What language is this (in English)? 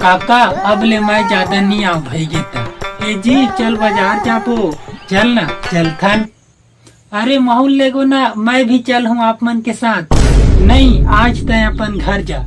Chhattisgarhi